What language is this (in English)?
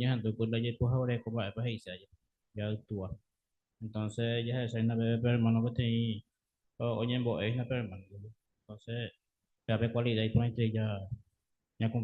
Guarani